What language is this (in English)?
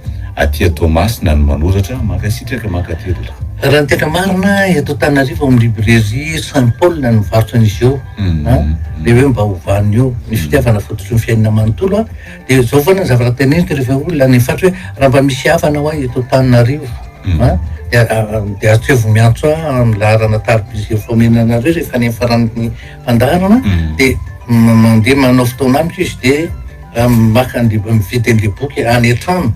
Malagasy